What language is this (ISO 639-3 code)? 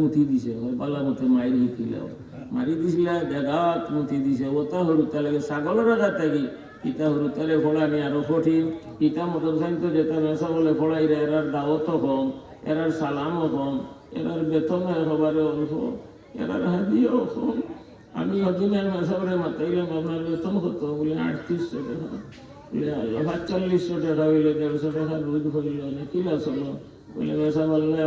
syl